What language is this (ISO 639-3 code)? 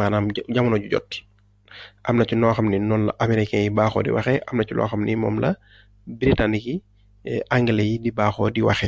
wol